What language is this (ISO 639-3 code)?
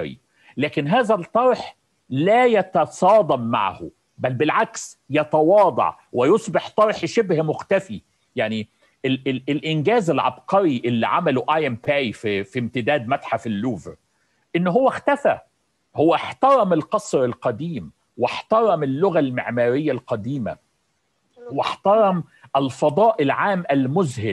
arz